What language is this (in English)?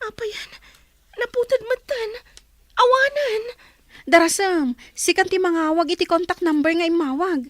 Iloko